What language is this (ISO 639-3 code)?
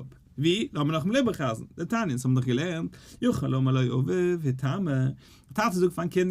yid